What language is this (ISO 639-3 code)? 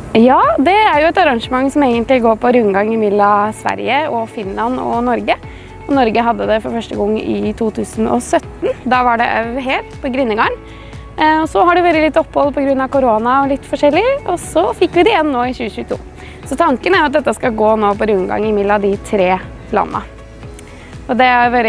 nor